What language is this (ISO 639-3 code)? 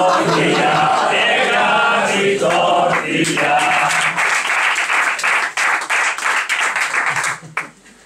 eus